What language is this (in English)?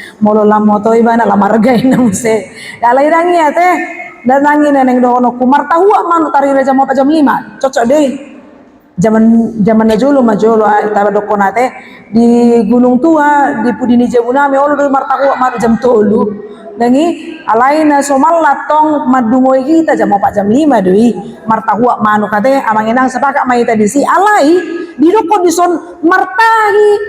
Batak Toba